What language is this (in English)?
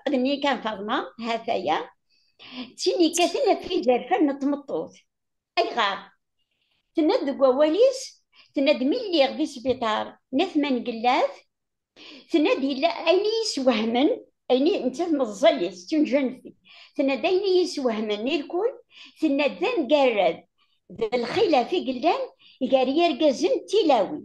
Kabyle